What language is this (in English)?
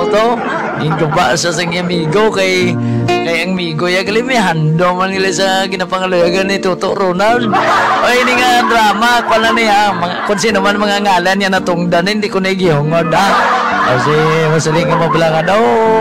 Hiligaynon